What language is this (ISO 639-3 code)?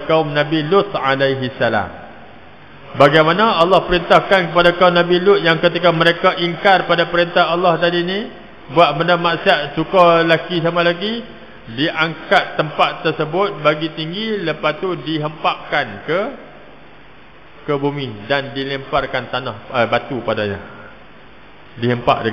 msa